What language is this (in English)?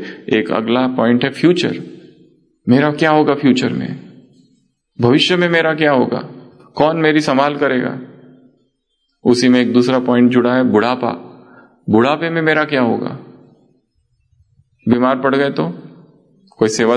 Hindi